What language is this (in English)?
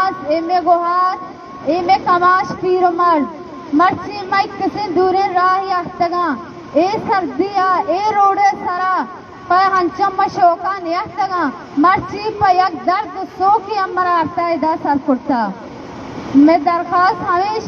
Baluchi